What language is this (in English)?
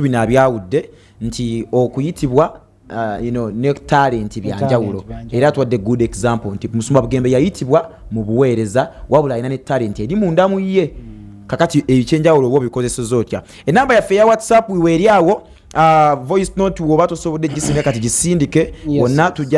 Ganda